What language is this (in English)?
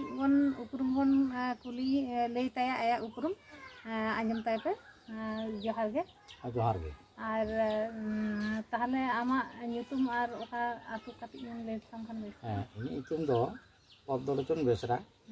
Santali